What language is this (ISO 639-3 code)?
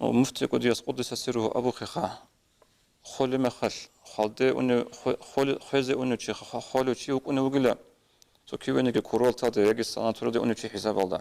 ava